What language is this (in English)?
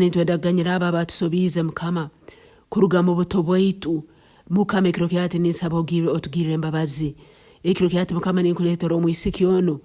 Nyankole